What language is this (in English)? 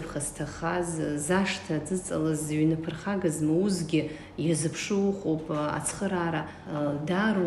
Abkhazian